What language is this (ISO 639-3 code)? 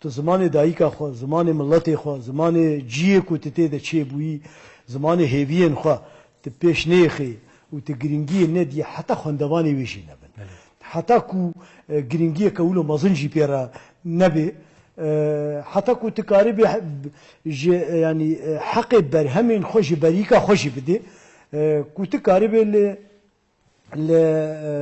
kur